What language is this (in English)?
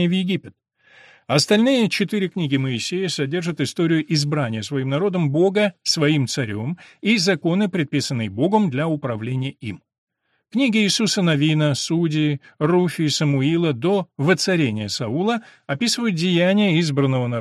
Russian